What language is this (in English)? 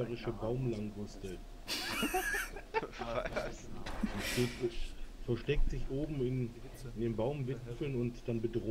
German